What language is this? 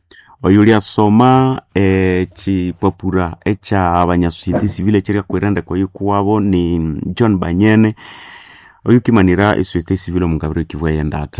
Nande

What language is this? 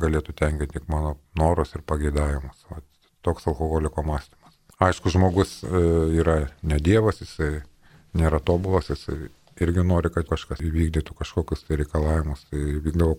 Lithuanian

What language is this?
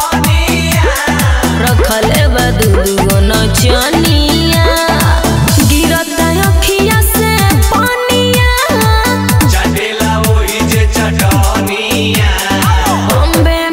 Bhojpuri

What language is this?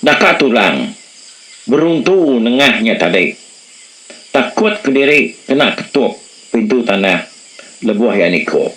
Iban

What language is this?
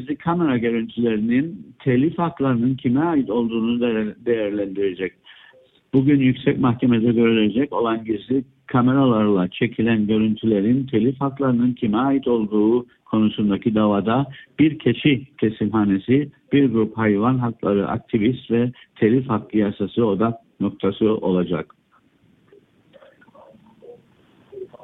Turkish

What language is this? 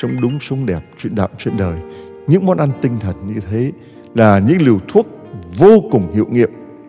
Vietnamese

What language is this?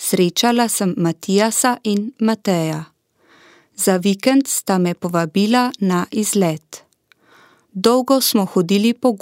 Slovenian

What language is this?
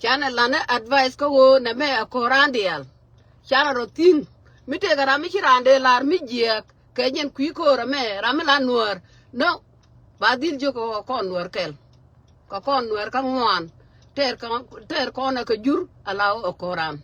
Nuer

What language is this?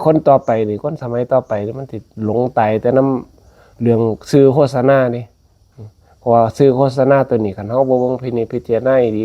Northeastern Thai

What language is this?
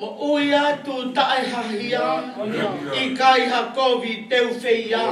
Tongan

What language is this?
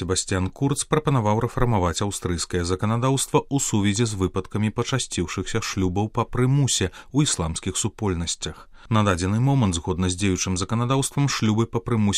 Belarusian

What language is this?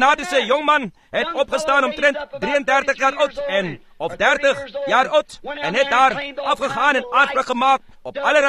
Afrikaans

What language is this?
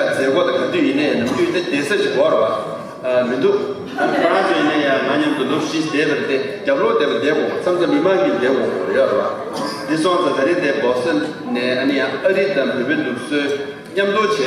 Tibetan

